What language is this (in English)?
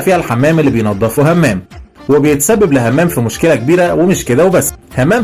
Egyptian Arabic